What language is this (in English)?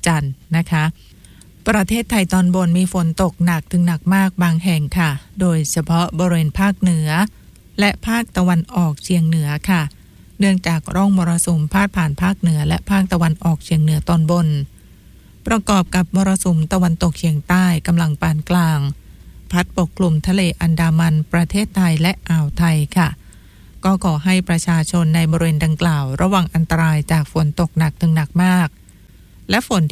Thai